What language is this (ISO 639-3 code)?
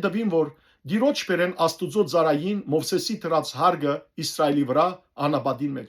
hyw